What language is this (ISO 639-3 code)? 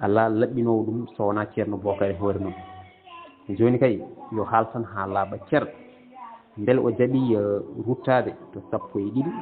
ful